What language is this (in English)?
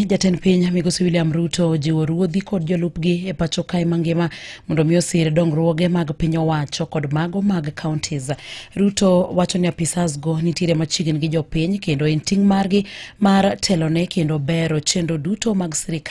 Luo (Kenya and Tanzania)